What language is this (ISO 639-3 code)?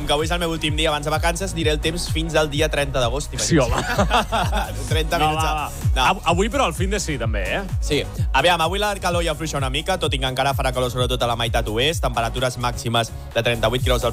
cat